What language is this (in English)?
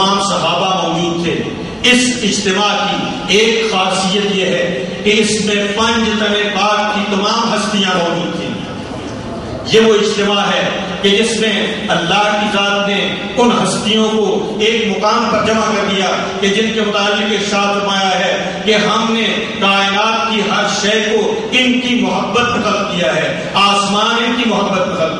Urdu